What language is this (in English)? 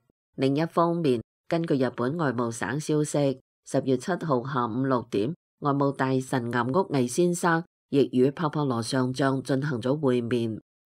Cantonese